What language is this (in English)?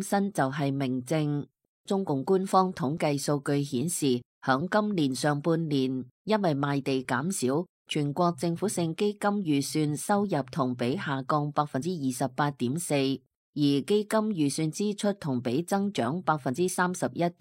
Cantonese